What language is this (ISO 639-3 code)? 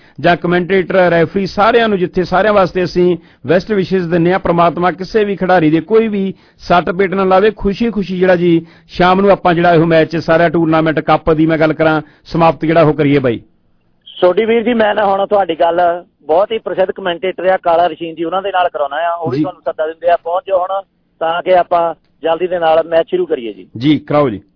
pan